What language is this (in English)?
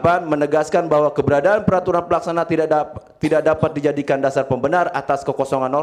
Indonesian